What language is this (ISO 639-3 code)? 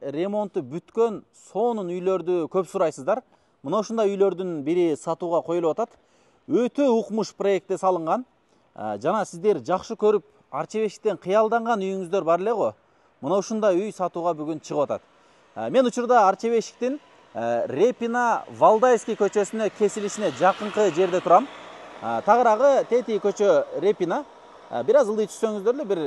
kir